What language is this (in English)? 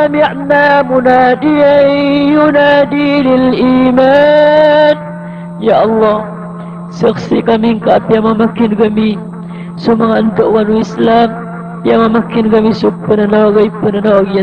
Maranao